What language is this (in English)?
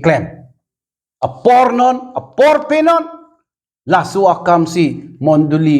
Karbi